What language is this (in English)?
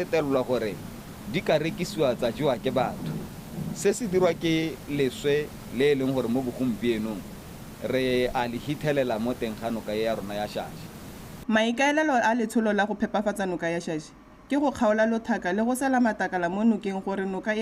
Tswana